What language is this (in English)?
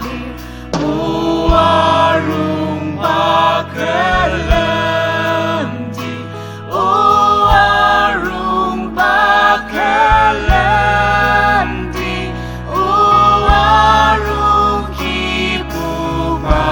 Ao Naga